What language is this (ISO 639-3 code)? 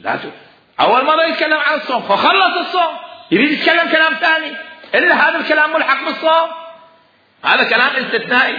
acm